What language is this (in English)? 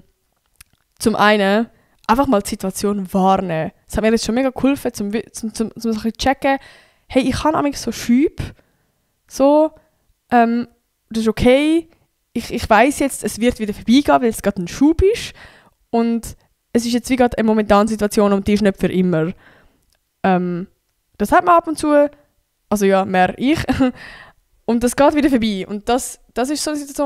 Swiss German